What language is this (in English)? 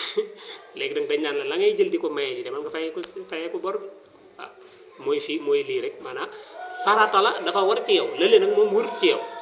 Wolof